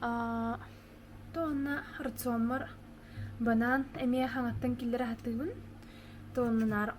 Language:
Yakut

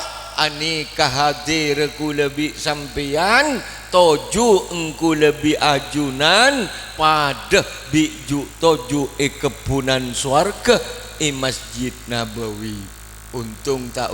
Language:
Madurese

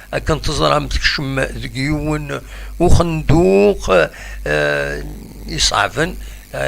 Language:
Kabyle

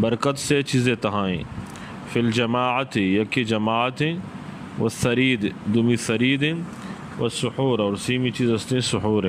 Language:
Eastern Balochi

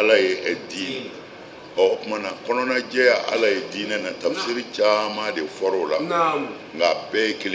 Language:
Bambara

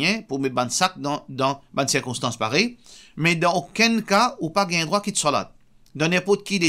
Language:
Morisyen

